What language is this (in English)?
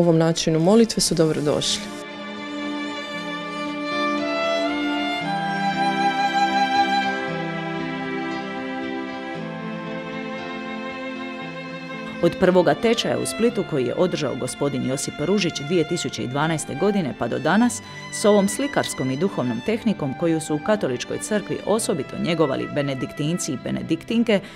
Croatian